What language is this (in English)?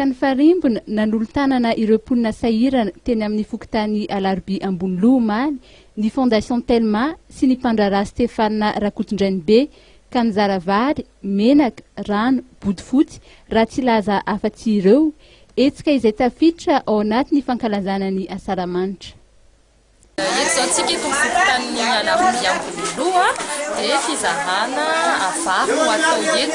Malagasy